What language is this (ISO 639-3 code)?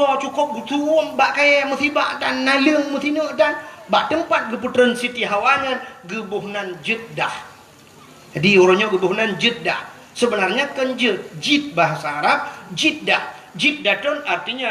ace